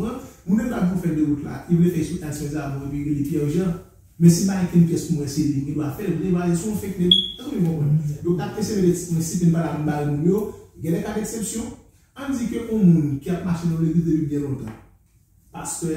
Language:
Haitian Creole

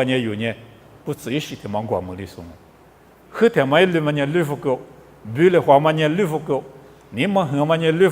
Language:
Lisu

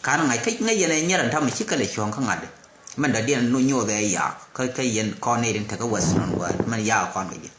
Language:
Nuer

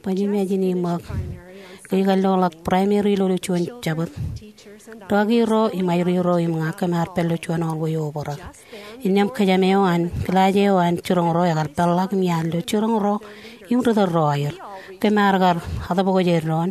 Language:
Marshallese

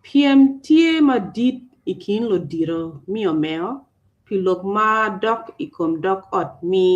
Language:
Acoli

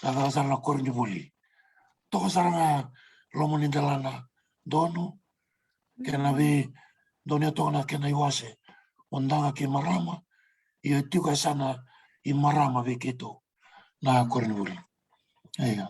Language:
Fijian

